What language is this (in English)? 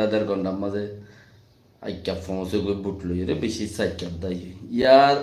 Rohingya